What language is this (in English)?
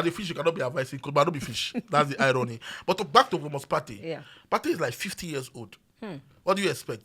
Nigerian Pidgin